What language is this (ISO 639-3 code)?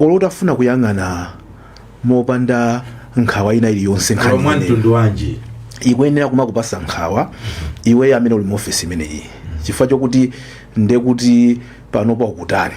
nya